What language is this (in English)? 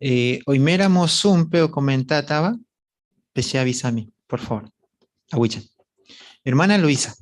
Guarani